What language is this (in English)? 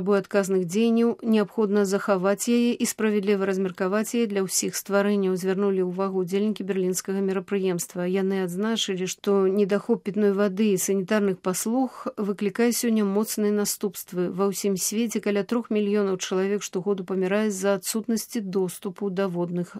Belarusian